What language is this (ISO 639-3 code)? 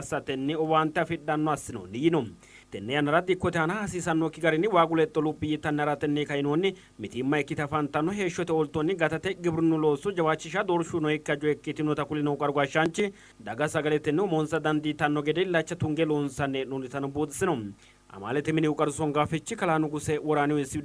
sid